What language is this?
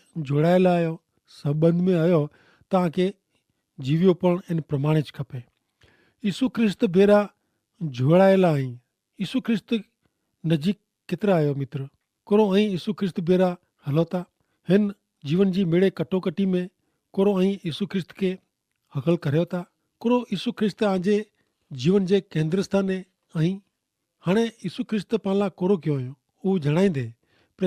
Kachhi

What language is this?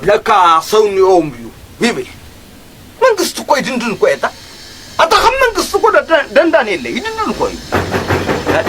Tigrinya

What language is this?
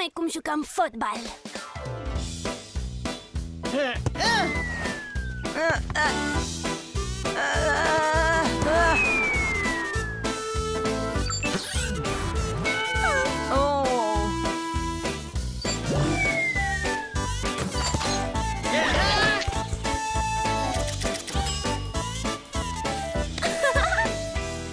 Romanian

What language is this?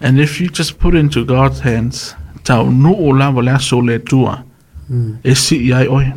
Samoan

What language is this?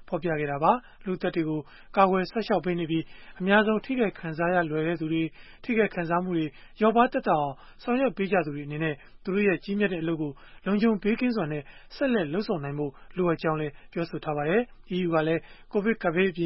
Burmese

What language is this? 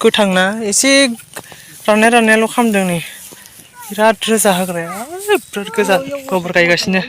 Bodo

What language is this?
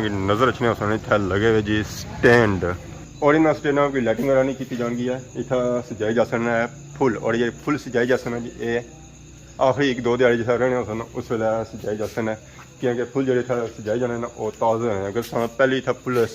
Pahari-Potwari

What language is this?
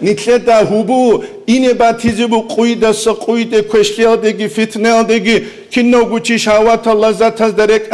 Avaric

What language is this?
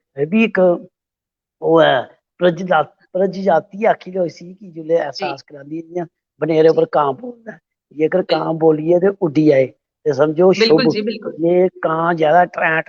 Dogri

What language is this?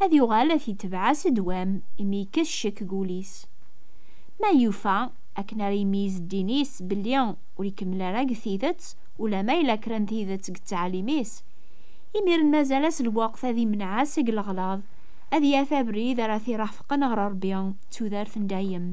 Kabyle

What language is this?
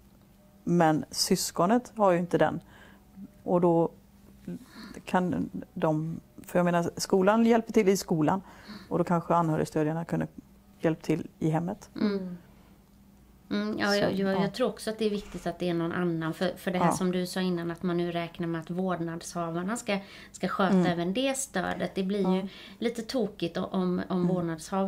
Swedish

